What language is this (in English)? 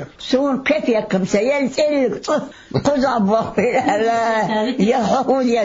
Chechen